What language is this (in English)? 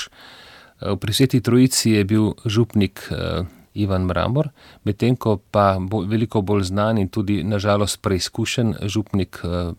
Slovenian